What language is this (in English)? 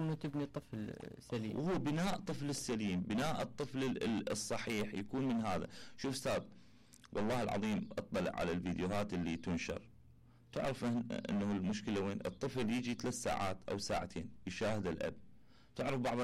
Mesopotamian Arabic